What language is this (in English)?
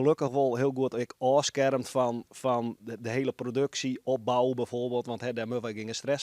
Western Frisian